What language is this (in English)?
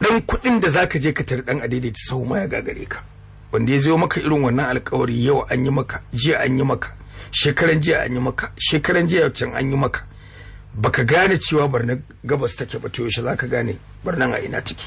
Hausa